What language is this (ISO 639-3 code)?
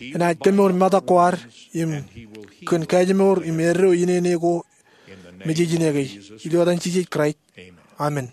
mah